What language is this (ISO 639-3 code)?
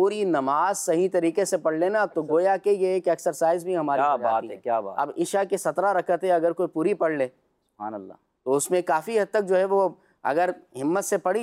hin